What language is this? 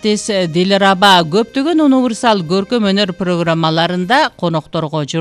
Kyrgyz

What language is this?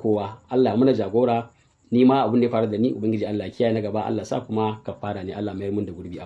Hausa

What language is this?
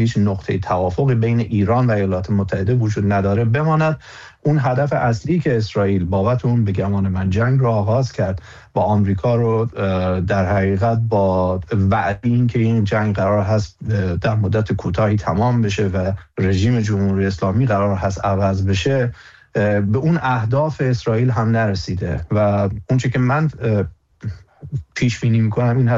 Persian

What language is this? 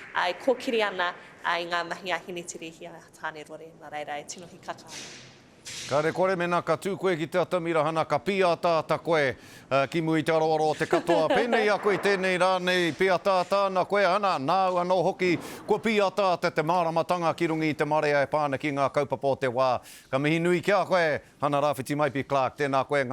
Māori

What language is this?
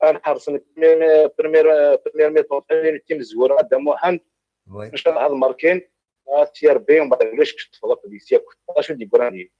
Kabyle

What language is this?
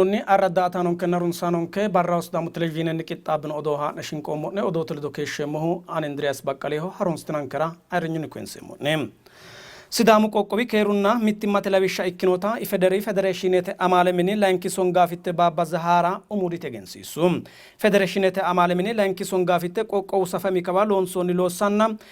Sidamo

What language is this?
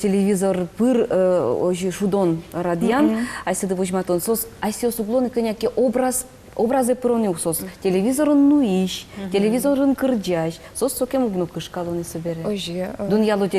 Udmurt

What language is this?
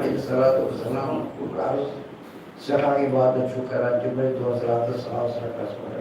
Kashmiri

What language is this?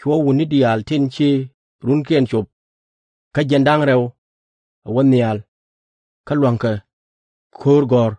Nuer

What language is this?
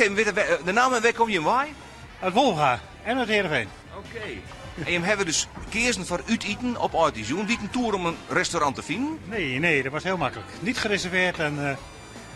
Western Frisian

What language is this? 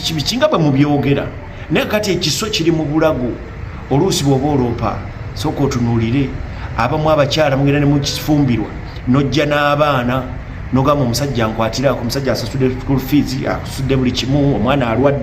Ganda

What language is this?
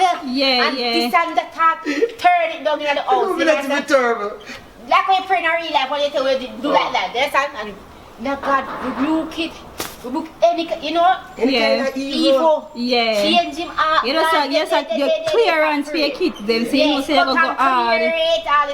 Jamaican Creole English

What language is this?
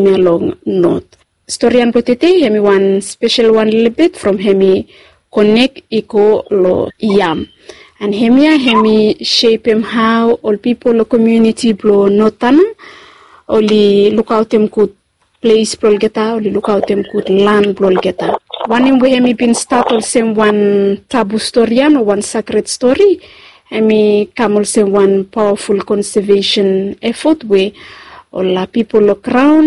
Bislama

